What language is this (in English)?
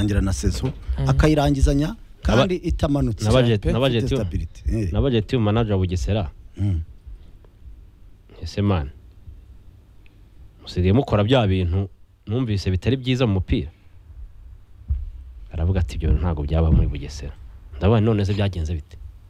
Kinyarwanda